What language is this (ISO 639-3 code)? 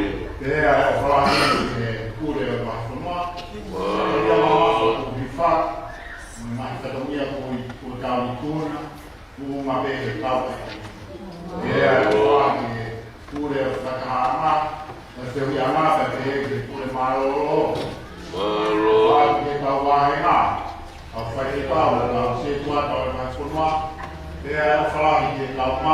ton